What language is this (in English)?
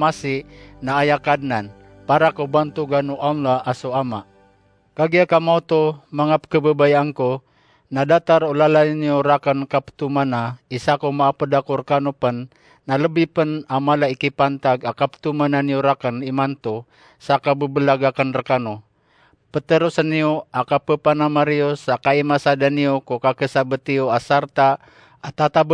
Maranao